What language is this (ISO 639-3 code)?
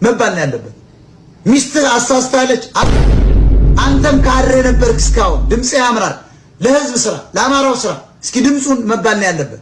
amh